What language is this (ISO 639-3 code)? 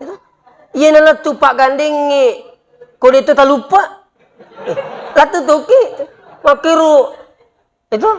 bug